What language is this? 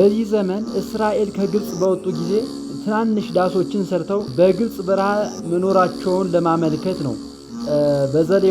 Amharic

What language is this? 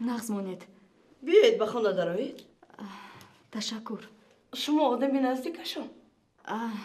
Tajik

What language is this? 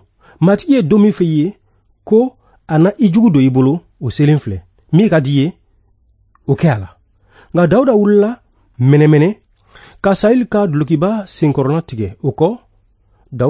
Bambara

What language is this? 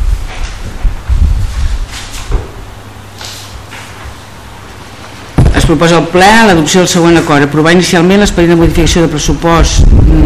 Catalan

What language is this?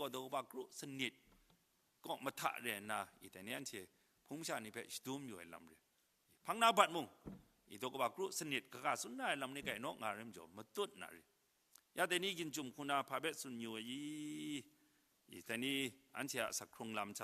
Kachin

